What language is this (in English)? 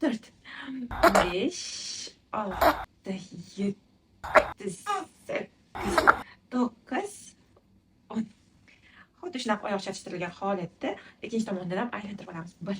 Uzbek